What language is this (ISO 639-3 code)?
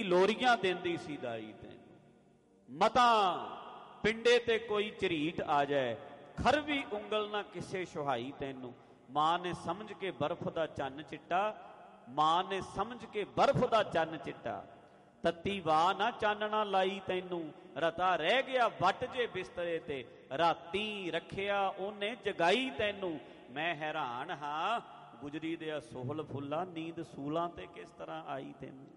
pan